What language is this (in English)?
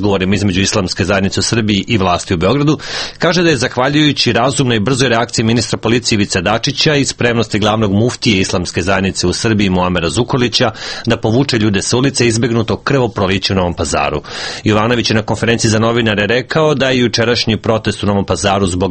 Serbian